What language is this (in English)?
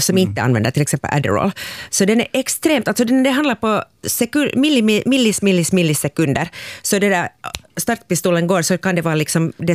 Swedish